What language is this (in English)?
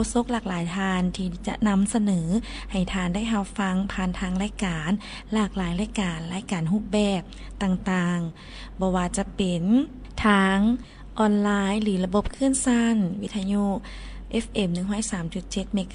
Lao